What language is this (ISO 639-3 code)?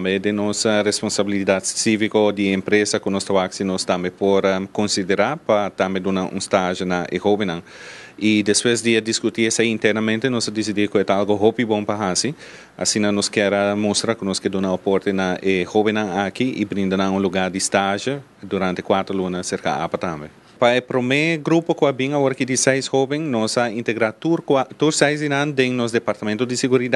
pap